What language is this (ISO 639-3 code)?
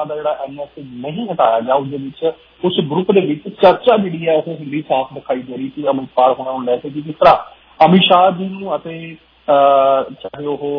pan